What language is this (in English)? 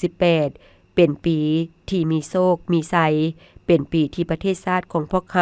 Lao